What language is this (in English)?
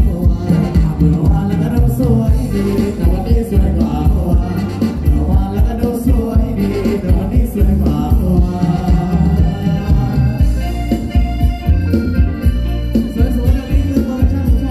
Thai